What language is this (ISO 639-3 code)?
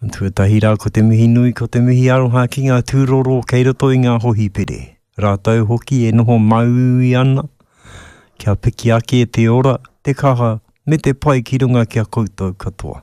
mri